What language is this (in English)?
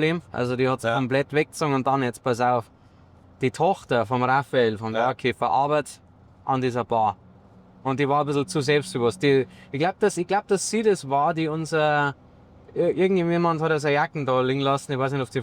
Bavarian